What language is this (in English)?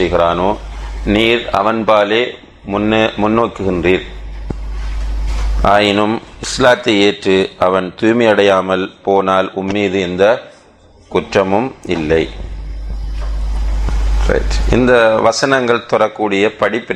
Tamil